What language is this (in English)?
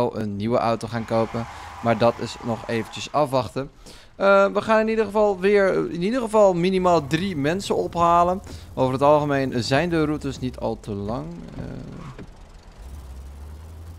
Dutch